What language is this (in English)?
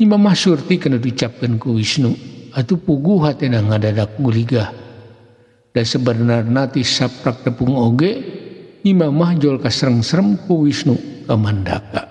Sundanese